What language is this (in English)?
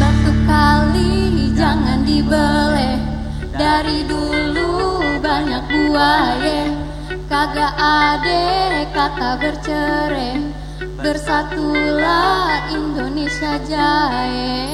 Betawi